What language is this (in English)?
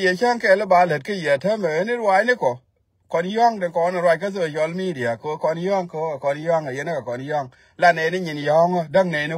Nuer